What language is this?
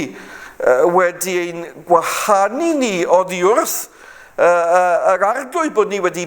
Welsh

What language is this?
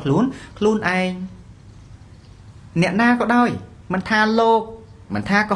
Khmer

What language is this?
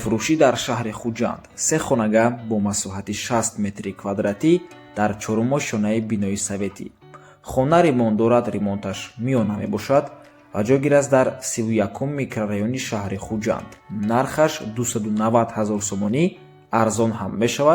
Tajik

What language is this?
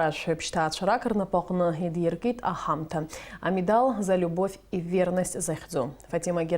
Abkhazian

